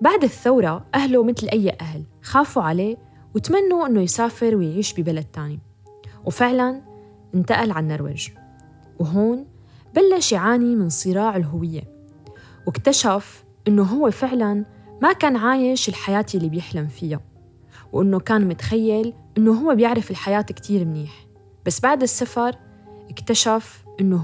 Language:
North Levantine Arabic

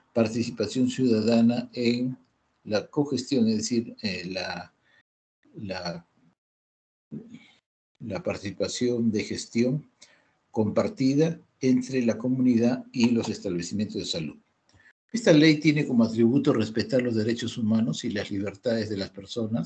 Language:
Spanish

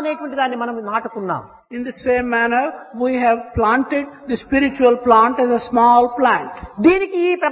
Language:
Telugu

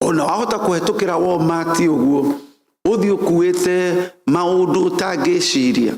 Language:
Kikuyu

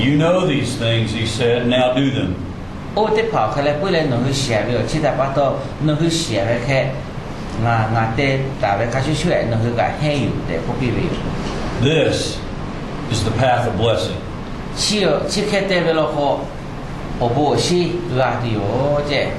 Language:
Lahu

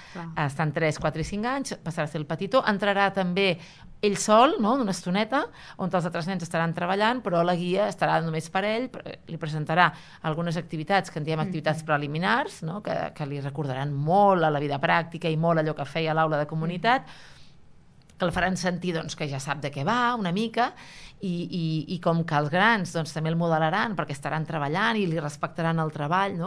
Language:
Catalan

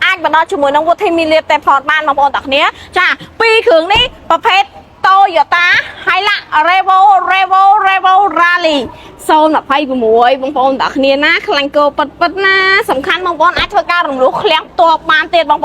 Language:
Khmer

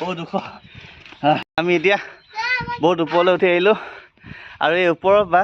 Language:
Assamese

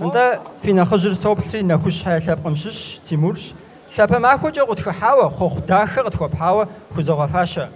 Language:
Kabardian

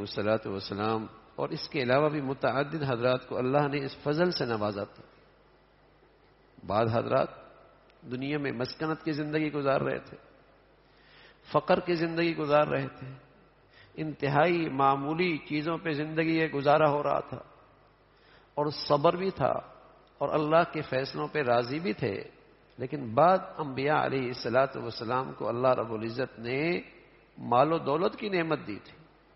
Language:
Urdu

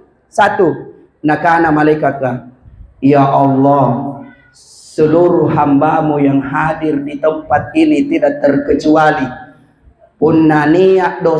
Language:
Makasar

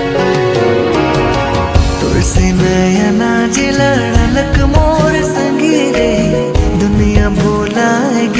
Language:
Sadri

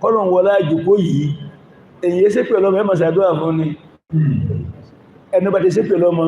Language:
Yoruba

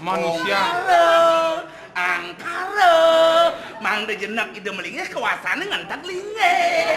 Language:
Balinese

